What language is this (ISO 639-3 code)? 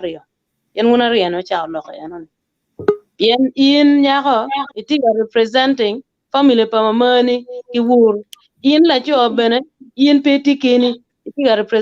ach